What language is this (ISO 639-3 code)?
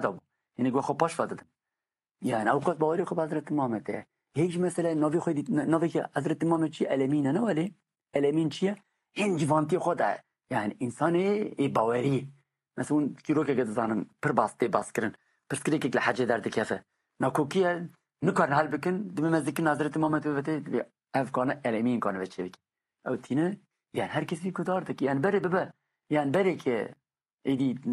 kur